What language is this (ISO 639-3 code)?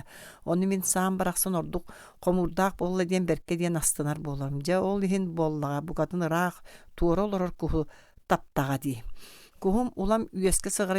sah